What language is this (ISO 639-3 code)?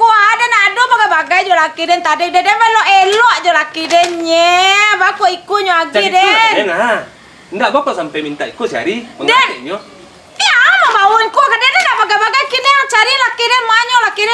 min